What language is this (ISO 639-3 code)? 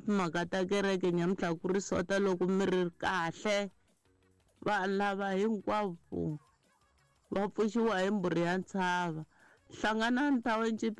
tso